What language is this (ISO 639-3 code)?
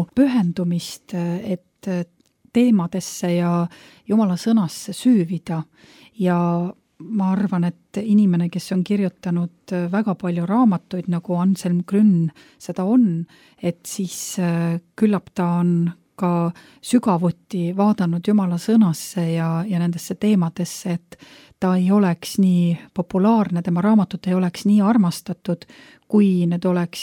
est